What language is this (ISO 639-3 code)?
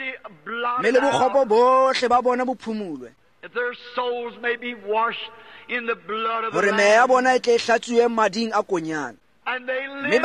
tsn